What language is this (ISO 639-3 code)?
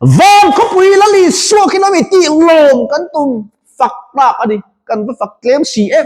lus